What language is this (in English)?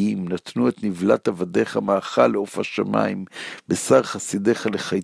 Hebrew